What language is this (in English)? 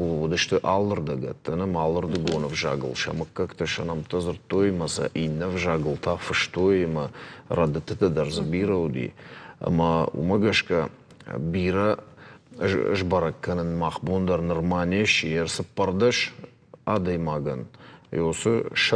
Ossetic